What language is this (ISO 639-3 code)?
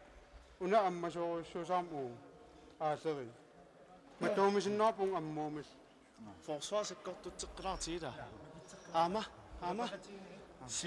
kal